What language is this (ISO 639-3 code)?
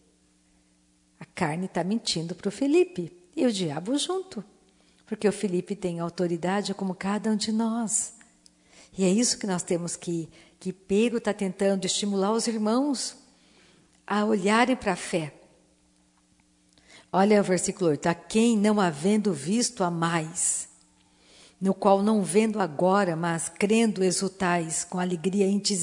por